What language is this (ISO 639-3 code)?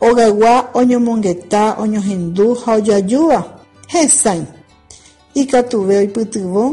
grn